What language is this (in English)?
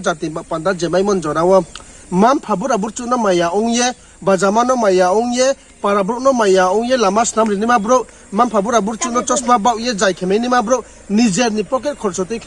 Riang (India)